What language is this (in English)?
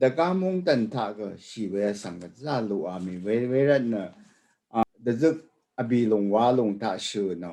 Rawang